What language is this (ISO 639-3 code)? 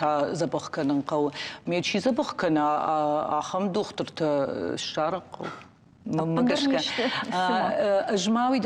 oss